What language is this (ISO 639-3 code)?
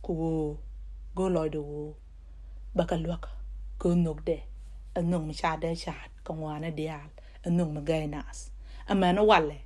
nus